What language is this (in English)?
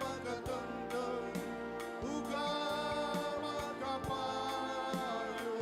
Batak Karo